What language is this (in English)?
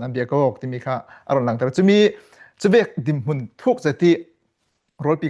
Falam Chin